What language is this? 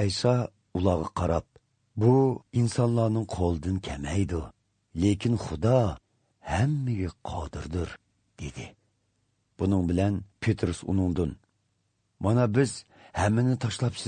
Uyghur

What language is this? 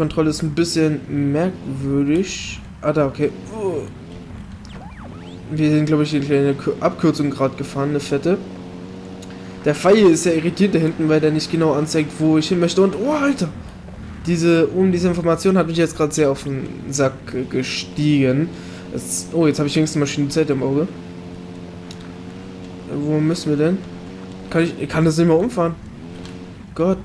German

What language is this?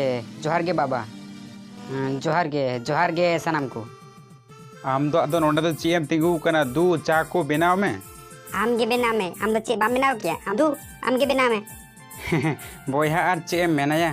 Santali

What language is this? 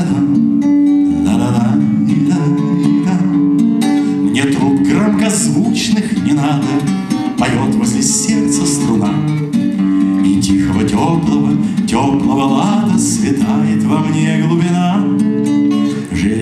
Russian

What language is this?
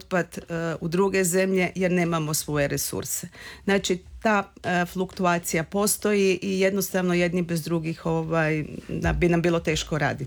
Croatian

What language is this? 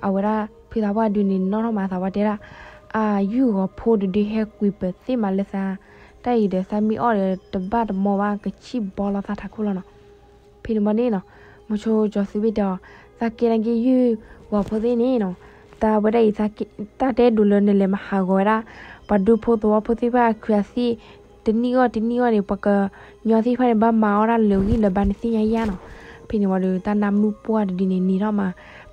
S'gaw Karen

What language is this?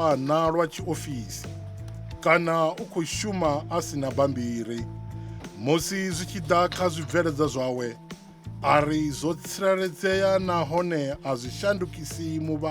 Venda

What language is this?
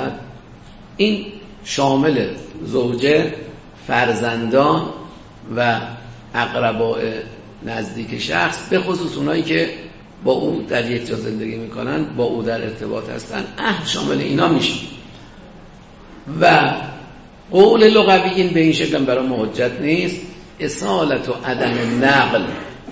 Persian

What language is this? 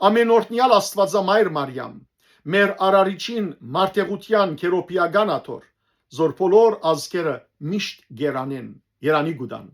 Western Armenian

